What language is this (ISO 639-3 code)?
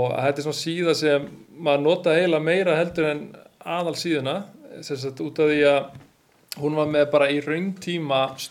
isl